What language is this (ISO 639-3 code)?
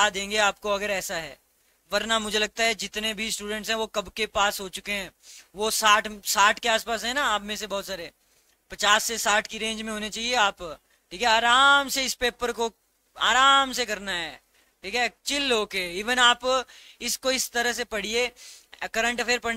hin